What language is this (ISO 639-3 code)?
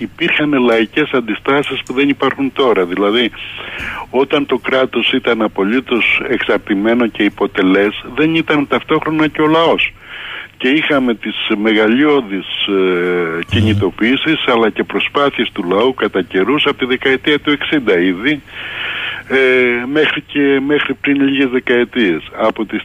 ell